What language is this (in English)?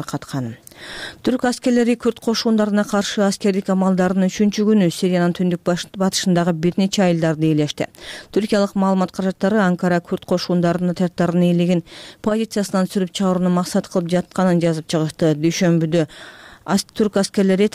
Kyrgyz